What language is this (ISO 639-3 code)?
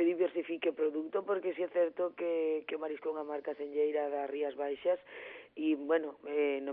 glg